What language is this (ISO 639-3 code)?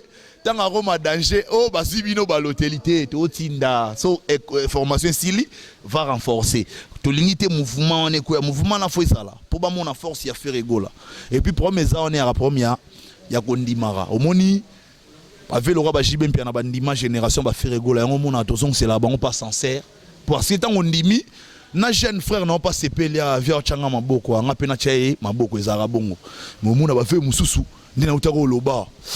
lin